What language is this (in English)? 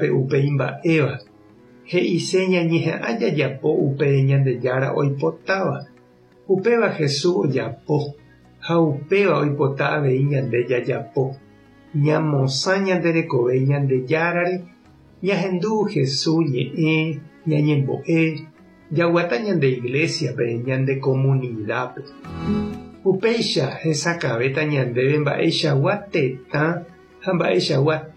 Guarani